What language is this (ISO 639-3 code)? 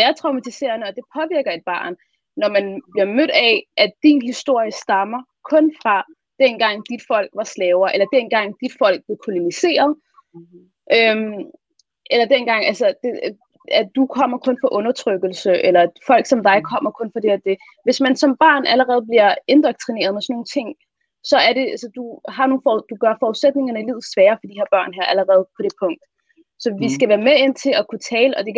dan